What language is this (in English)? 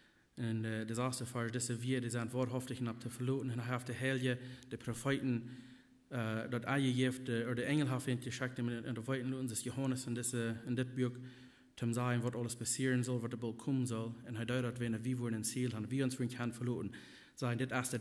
Plautdietsch